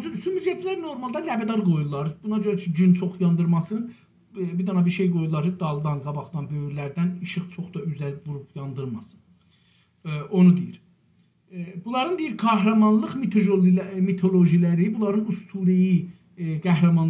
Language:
South Azerbaijani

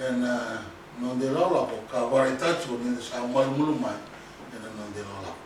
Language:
Fijian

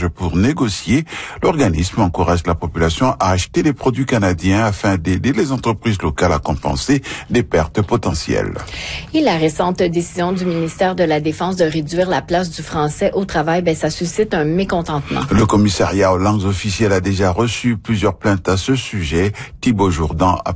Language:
French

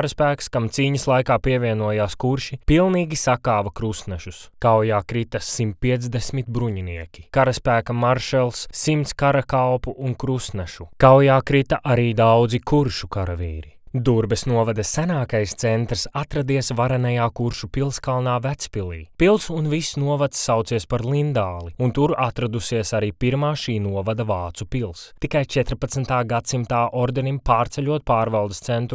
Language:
Latvian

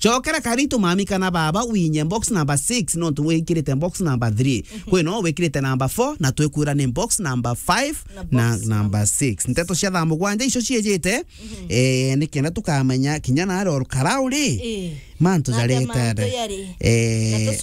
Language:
Meru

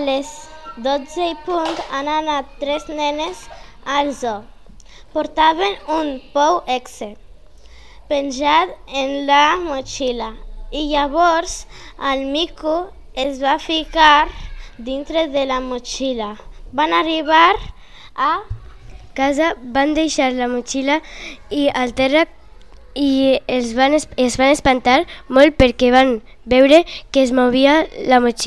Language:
Catalan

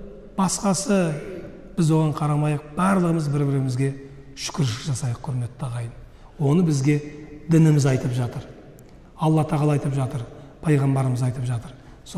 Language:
Kazakh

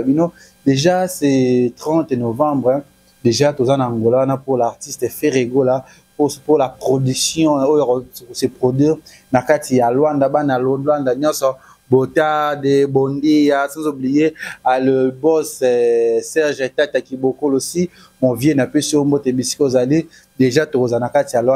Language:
Lingala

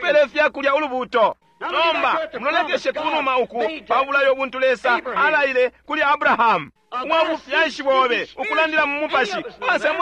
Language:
Bemba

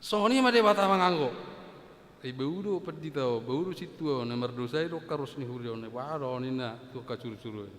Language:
Batak Toba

